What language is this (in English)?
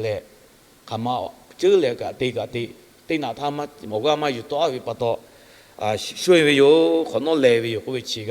Lahu